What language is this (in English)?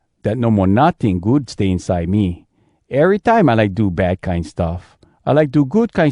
Hawai'i Creole English